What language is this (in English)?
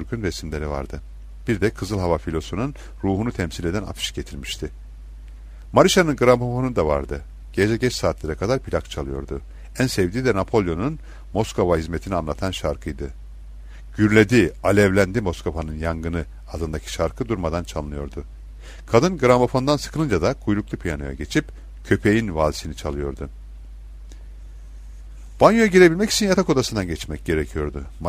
Turkish